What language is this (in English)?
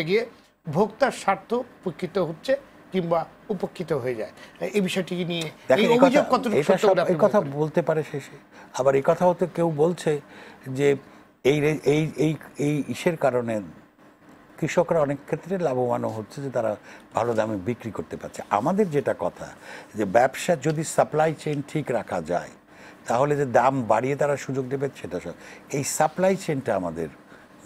Bangla